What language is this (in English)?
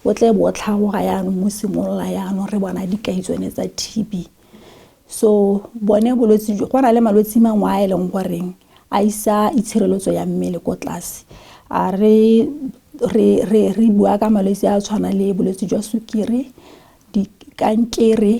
Tswana